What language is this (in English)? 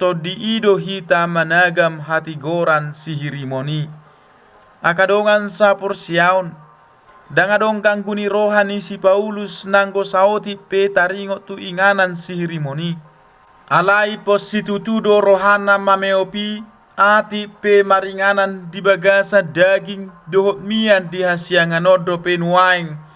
Batak Toba